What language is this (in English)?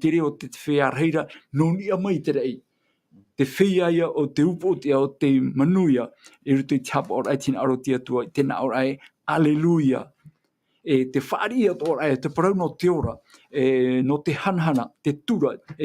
Tahitian